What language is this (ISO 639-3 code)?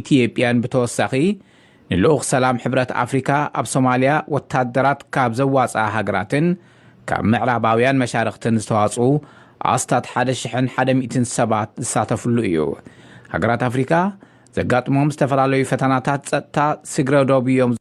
tir